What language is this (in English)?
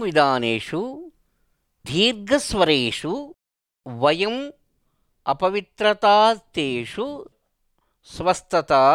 Sanskrit